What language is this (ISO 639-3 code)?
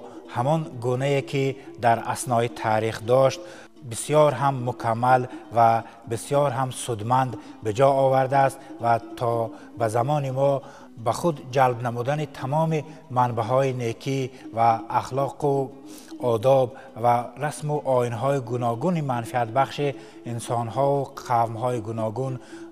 tgk